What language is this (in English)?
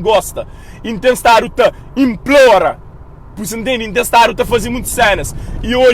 Kabuverdianu